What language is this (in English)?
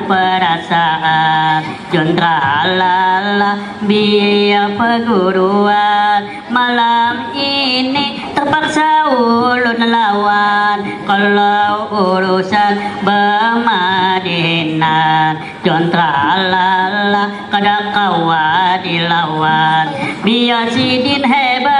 Banjar